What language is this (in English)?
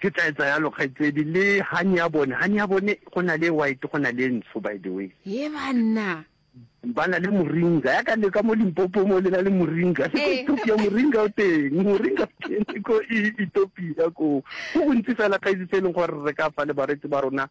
Northern Sotho